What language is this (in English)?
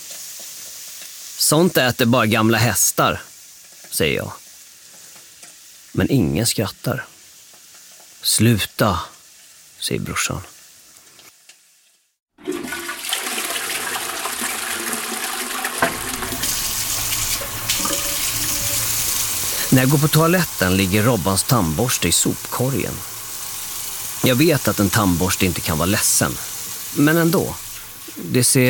Swedish